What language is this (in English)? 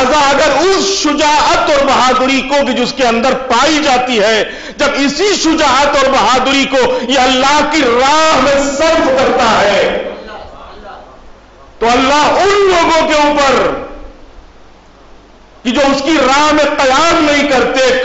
Urdu